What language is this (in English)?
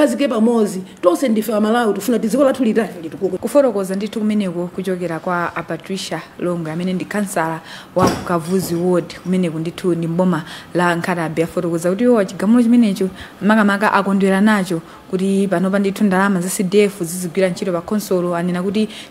Nyanja